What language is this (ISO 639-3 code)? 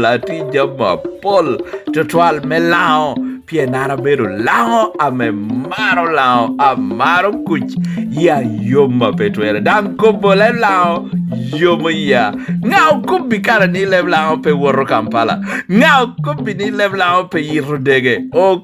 laj